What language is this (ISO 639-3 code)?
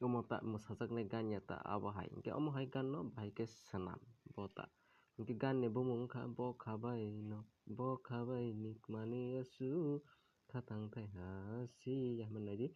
trp